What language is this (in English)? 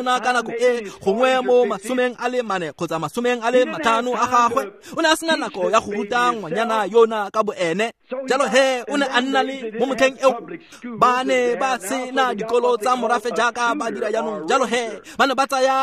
Tswana